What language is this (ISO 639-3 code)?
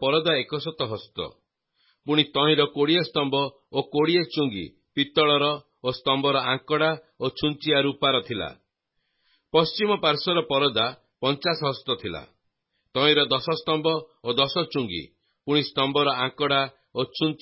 ori